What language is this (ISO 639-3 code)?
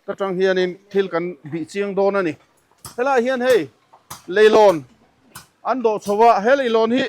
lus